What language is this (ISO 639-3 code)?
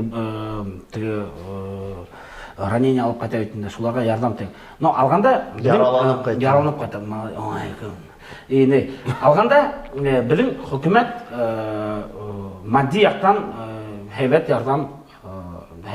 bak